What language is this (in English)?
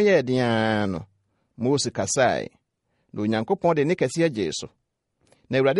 Akan